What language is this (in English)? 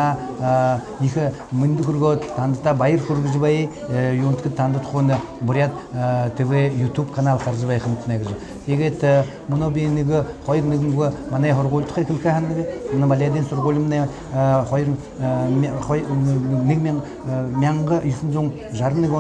Buriat